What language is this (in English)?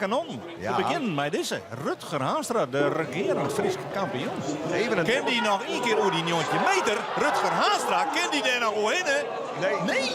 Western Frisian